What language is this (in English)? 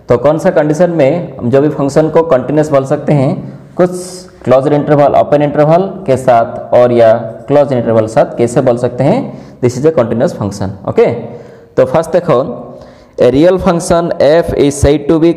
Hindi